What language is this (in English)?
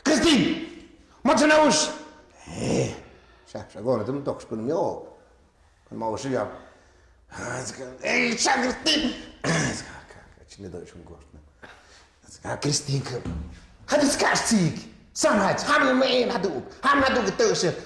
Tlahuitoltepec Mixe